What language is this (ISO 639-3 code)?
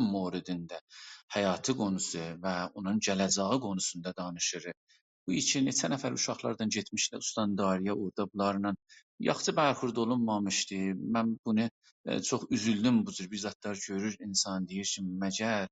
azb